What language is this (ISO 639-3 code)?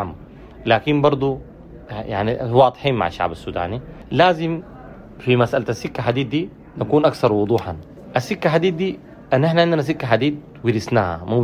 apd